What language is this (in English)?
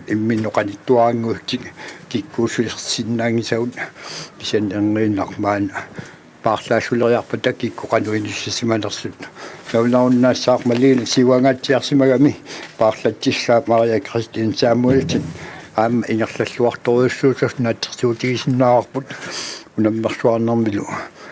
Kalaallisut